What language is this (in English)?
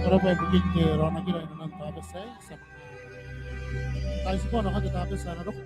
Gilbertese